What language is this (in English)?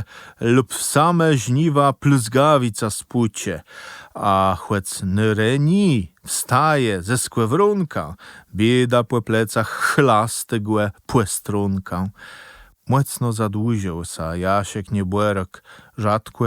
Kashubian